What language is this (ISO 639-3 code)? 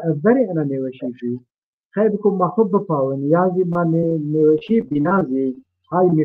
zza